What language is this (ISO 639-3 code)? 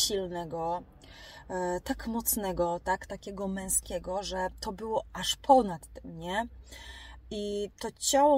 pol